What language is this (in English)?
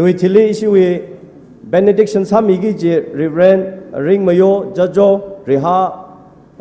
Tangkhul Naga (India)